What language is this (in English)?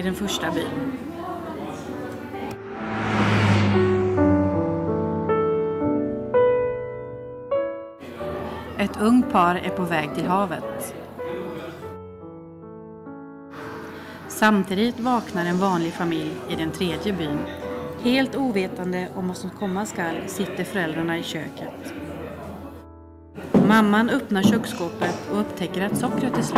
Swedish